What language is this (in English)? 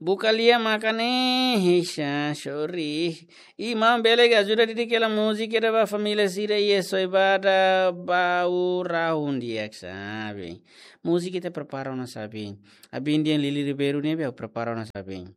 Tetum